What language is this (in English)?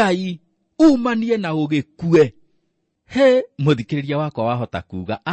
Kikuyu